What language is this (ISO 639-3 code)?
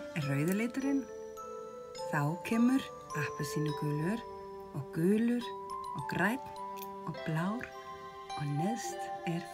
isl